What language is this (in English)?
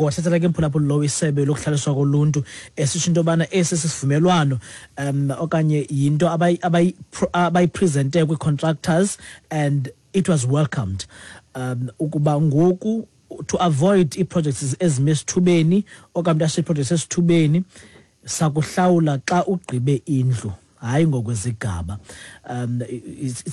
Xhosa